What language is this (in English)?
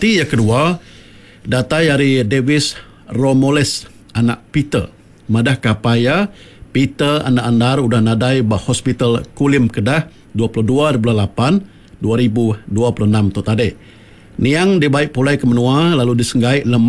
Iban